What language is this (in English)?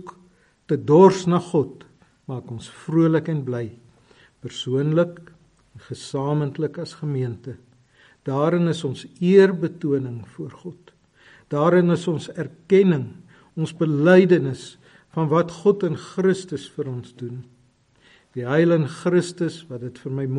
Afrikaans